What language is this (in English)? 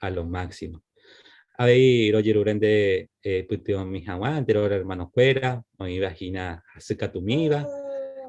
Guarani